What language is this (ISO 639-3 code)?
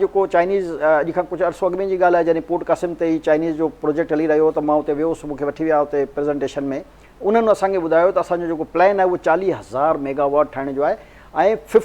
snd